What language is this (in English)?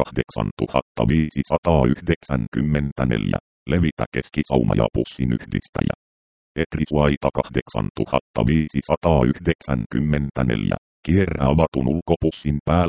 Finnish